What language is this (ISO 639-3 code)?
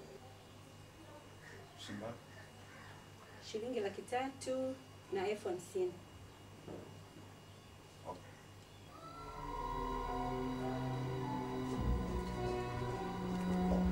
swa